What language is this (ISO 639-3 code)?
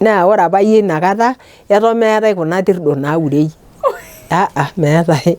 mas